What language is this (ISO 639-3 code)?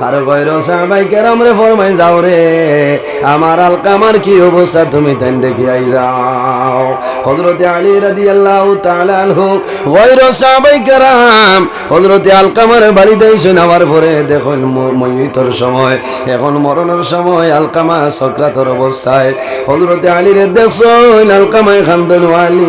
syl